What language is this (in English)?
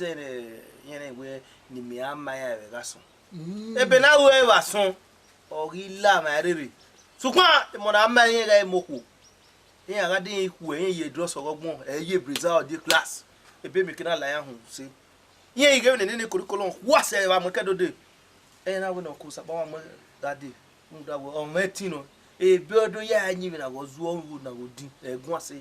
Bini